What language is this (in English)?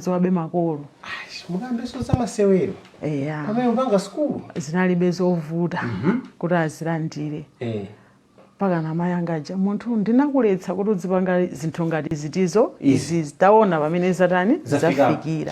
Nyanja